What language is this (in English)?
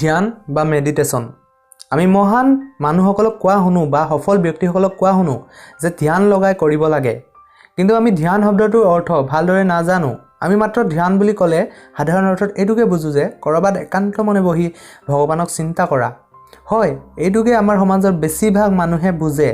Assamese